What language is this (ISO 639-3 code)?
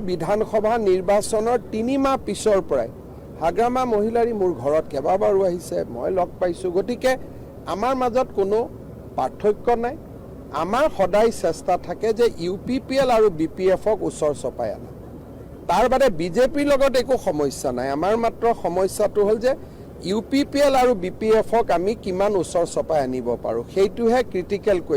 asm